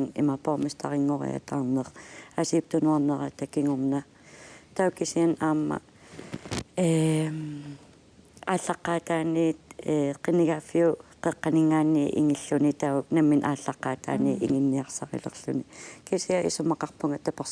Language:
Kalaallisut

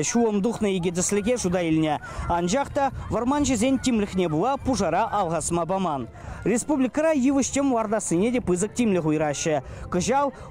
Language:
Chuvash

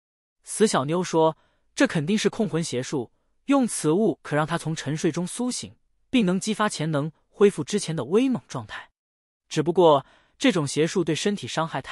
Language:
Chinese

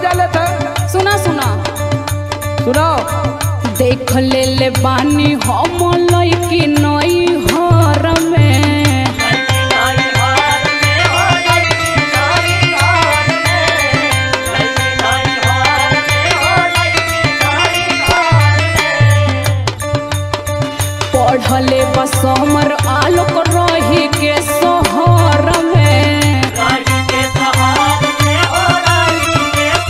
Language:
Bhojpuri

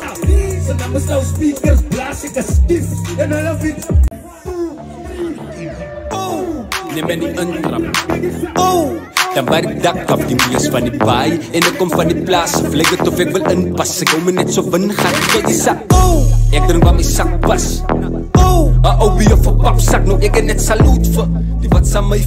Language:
Afrikaans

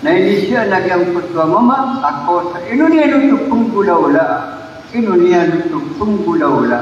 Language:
Maranao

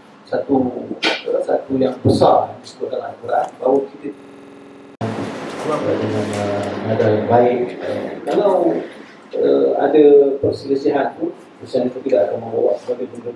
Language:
Malay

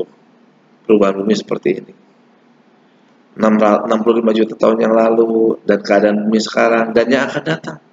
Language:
Indonesian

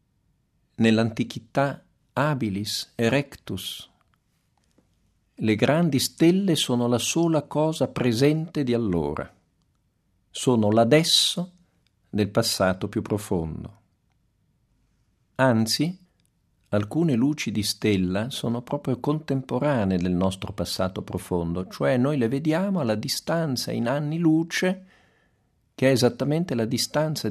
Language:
Italian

